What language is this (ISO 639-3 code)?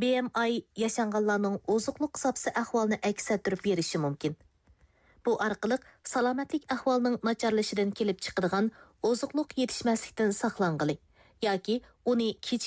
uig